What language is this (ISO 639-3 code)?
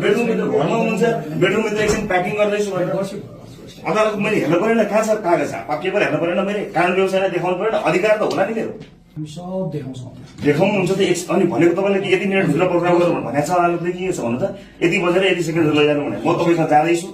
nep